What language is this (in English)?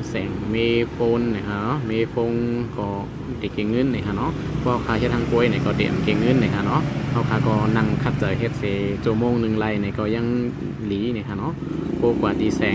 Shan